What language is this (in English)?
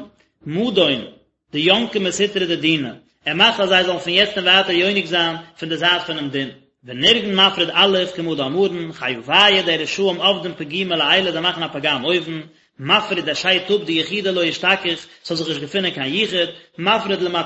Yiddish